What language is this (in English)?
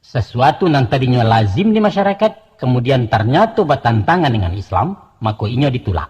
Minangkabau